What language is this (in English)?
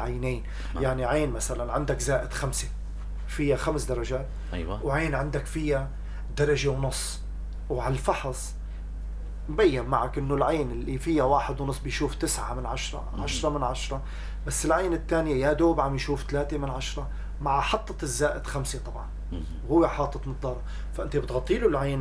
North Levantine Arabic